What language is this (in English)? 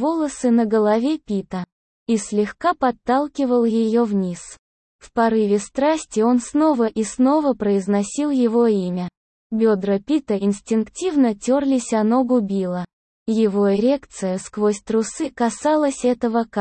Russian